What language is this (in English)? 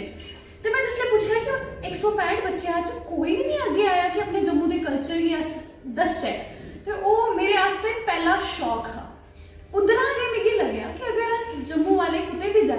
Dogri